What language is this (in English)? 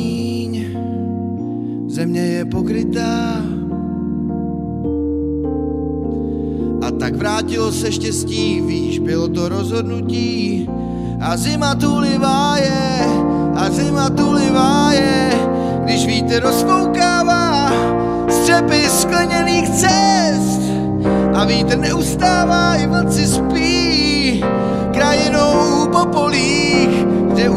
Czech